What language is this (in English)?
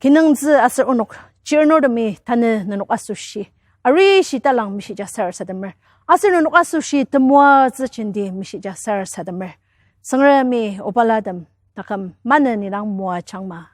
Ao Naga